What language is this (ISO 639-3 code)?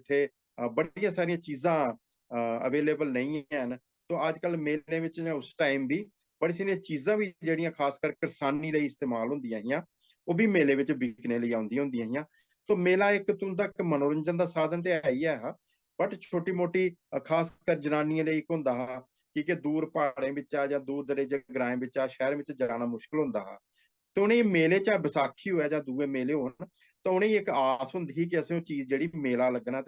doi